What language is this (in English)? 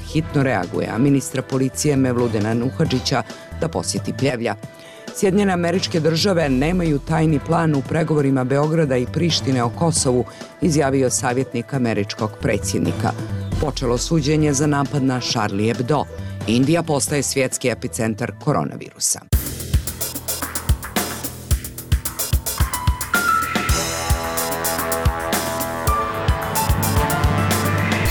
Bosnian